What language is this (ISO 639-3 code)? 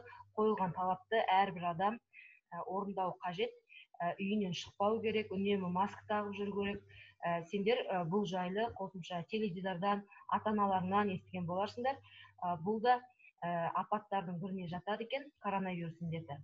kaz